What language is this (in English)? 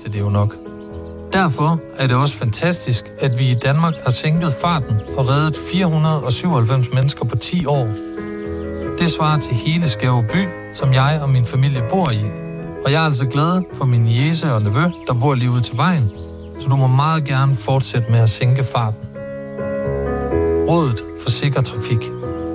Danish